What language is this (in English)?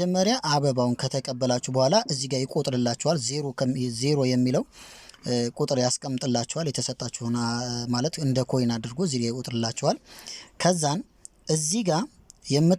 Amharic